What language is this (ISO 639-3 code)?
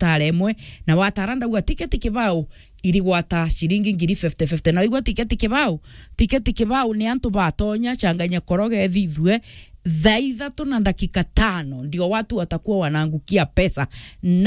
mer